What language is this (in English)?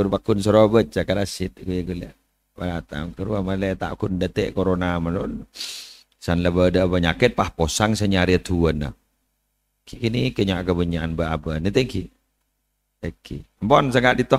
Madurese